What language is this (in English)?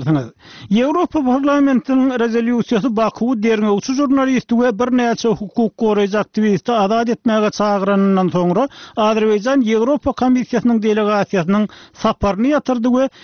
Turkmen